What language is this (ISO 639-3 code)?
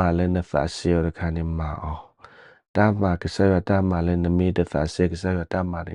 ksw